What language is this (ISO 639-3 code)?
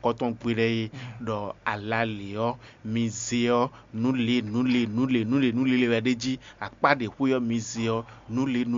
fon